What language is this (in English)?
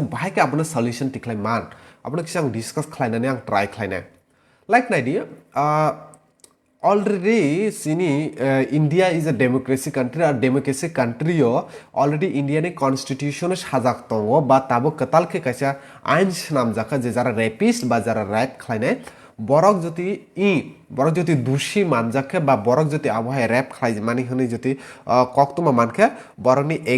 Kok Borok